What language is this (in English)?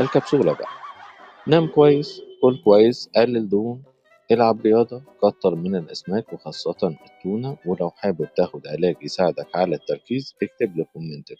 Egyptian Arabic